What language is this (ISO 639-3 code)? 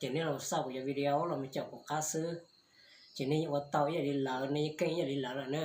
hmn